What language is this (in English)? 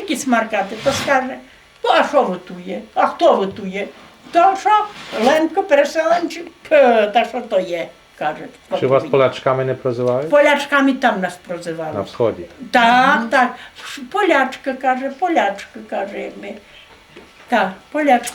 Rusyn